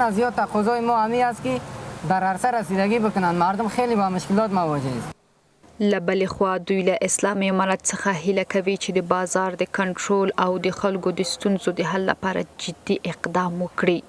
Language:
Pashto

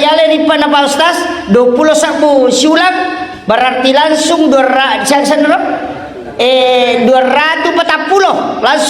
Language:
Buginese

